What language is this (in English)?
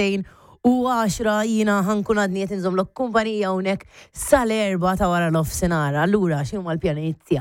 Maltese